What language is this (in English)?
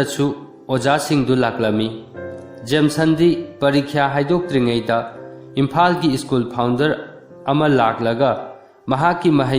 Manipuri